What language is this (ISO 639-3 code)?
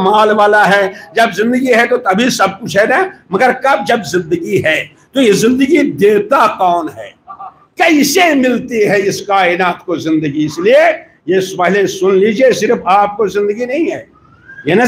hin